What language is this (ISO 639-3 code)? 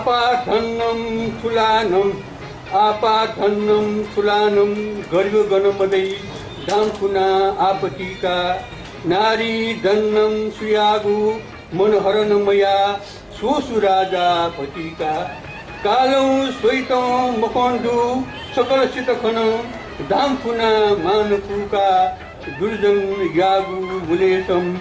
new